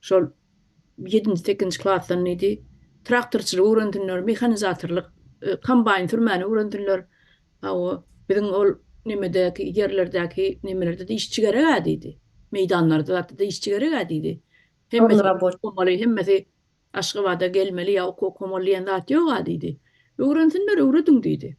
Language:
Turkmen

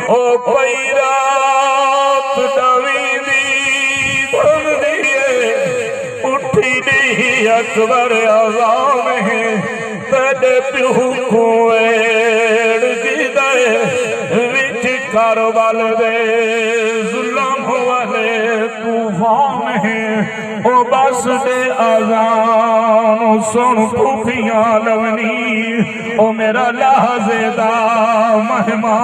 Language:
Saraiki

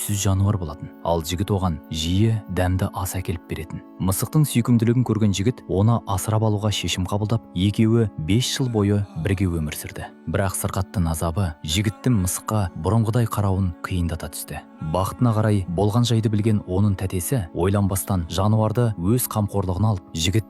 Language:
Kazakh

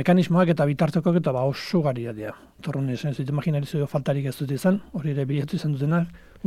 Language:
Basque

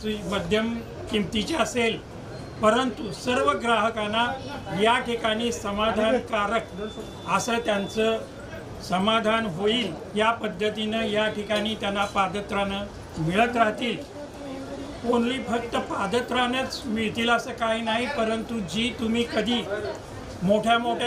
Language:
Marathi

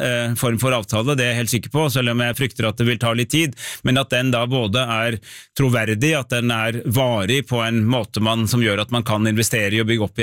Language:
Norwegian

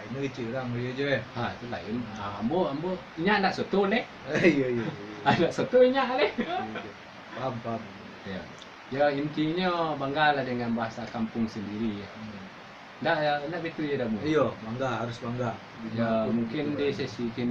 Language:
Minangkabau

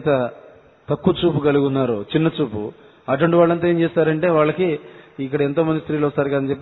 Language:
Telugu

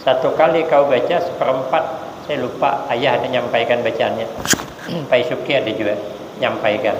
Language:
Banjar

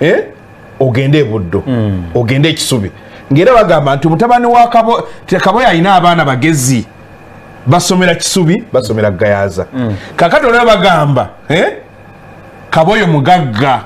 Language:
Ganda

